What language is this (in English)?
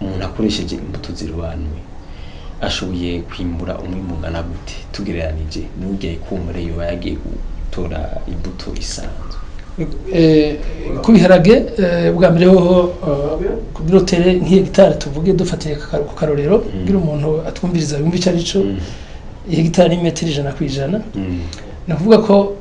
Rundi